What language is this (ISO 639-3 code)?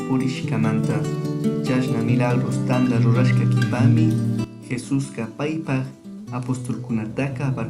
qug